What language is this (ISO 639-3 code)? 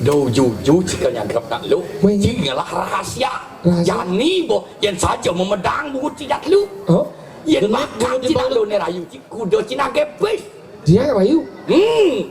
ban